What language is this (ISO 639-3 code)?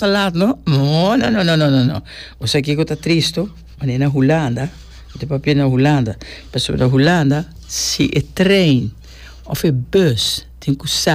pap